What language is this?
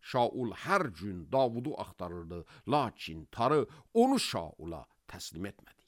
Azerbaijani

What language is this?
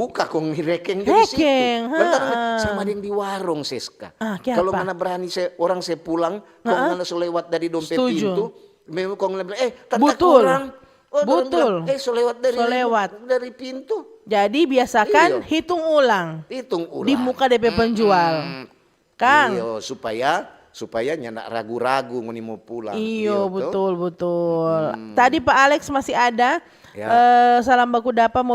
Manado Malay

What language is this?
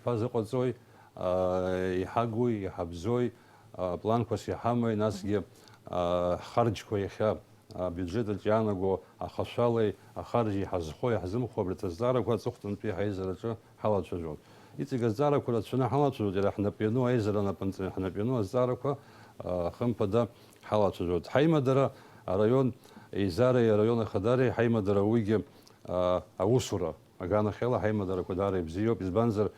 Abkhazian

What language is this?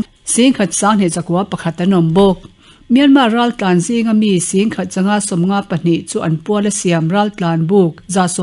Mizo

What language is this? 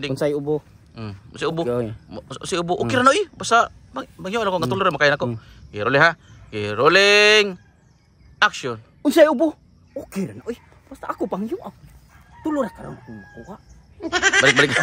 Cebuano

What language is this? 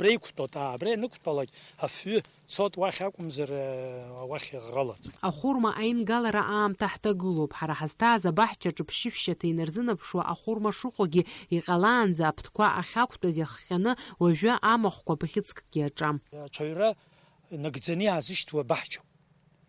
Abkhazian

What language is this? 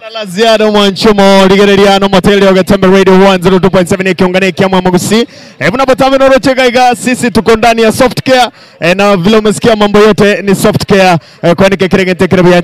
Gusii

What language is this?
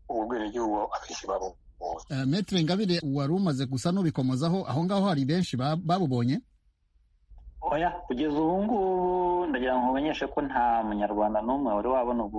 Kinyarwanda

